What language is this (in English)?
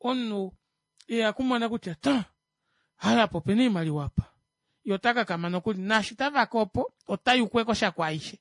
Kuanyama